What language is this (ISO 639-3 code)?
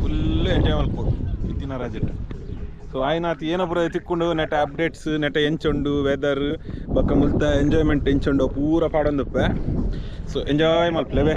tcy